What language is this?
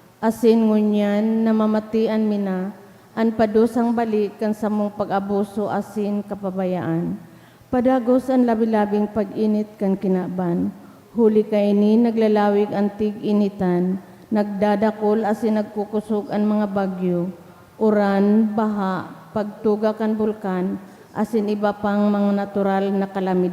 Bikol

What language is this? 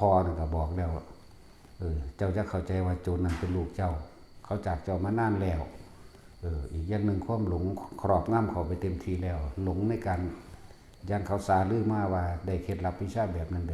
Lao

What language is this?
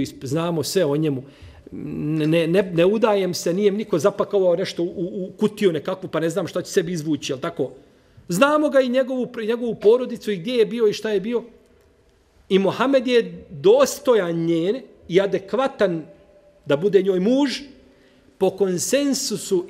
Bosnian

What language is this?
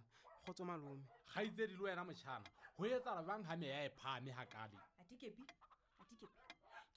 Southern Sotho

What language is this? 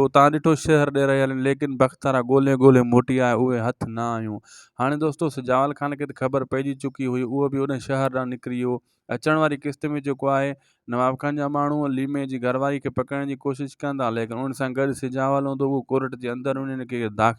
Sindhi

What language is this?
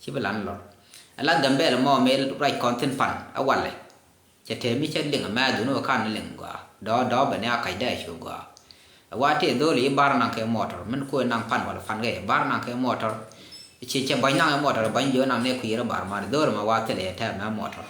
Nuer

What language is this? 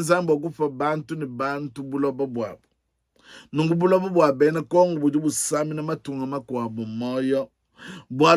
Luba-Lulua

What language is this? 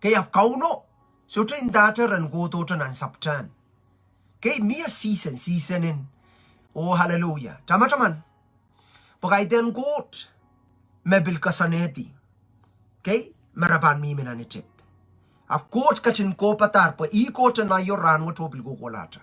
Pohnpeian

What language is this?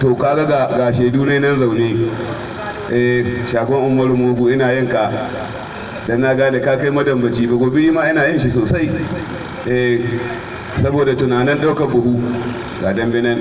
Hausa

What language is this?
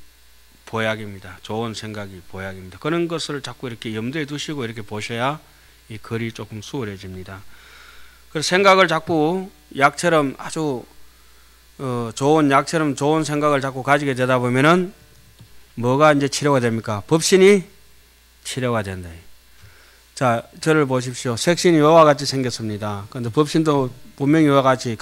Korean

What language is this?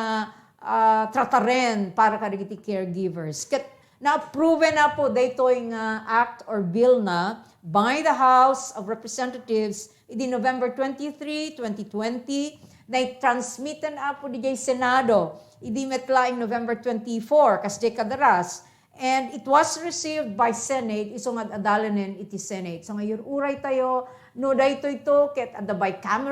Iloko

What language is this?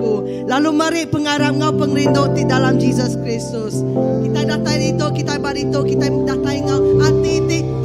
Iban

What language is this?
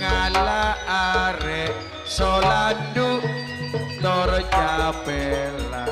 Madurese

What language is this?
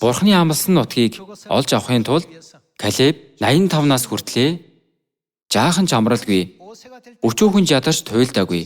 Mongolian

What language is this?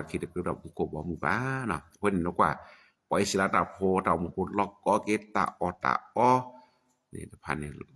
S'gaw Karen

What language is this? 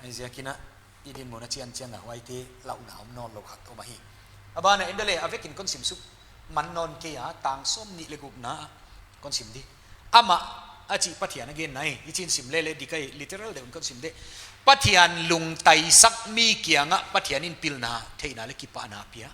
Paite Chin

